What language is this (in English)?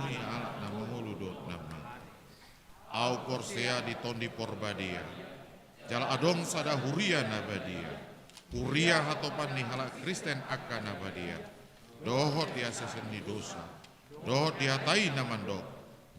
Batak Toba